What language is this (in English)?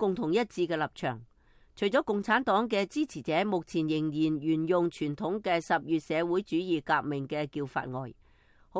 Cantonese